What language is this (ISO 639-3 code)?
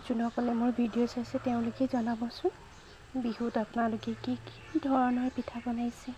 asm